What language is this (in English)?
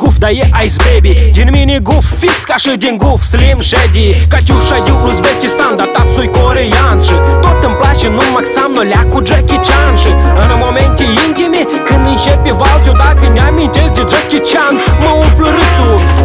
Romanian